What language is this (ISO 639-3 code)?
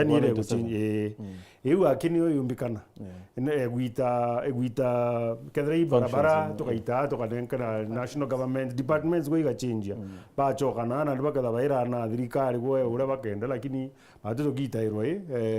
mer